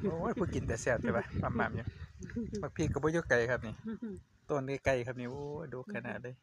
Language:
Northeastern Thai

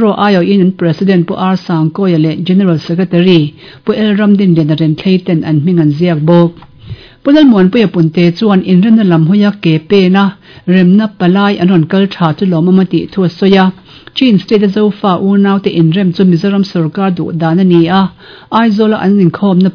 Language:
Mizo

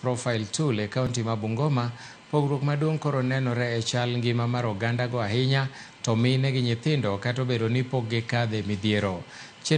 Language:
Luo (Kenya and Tanzania)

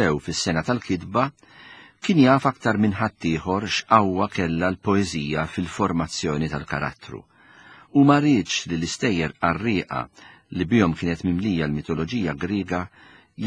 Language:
Maltese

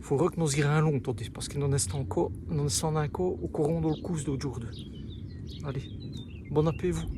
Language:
Walloon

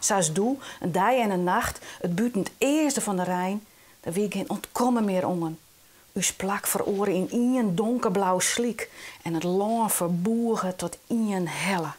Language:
Western Frisian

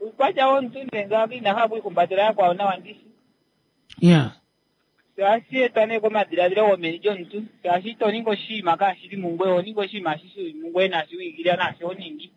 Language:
Kuanyama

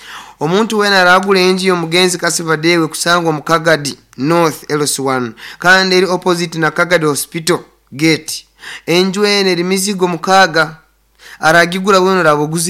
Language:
Nyoro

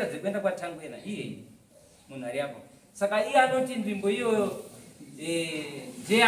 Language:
Shona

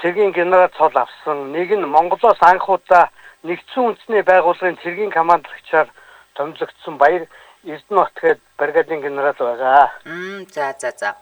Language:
Mongolian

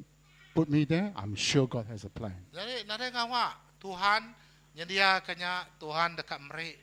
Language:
Iban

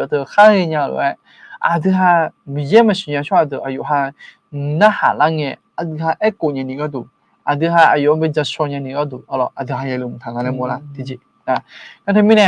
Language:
Akha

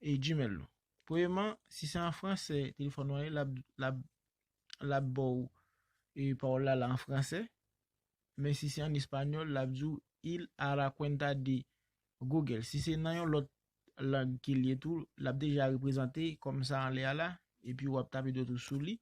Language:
Haitian Creole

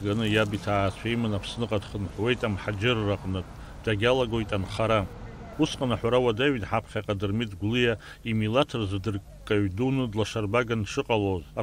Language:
Abkhazian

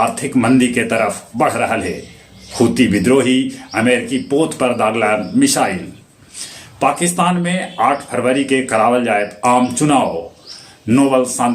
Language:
Magahi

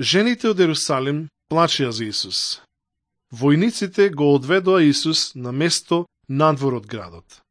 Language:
Macedonian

